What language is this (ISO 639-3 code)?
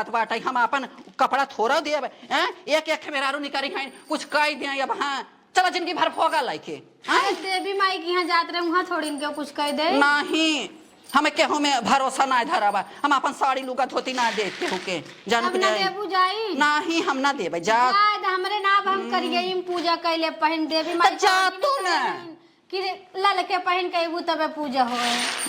awa